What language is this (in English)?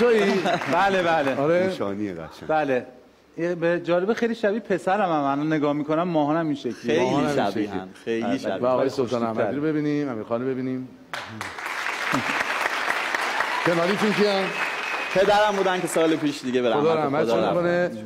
Persian